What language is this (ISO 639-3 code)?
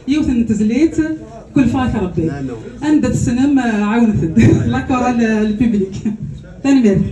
kab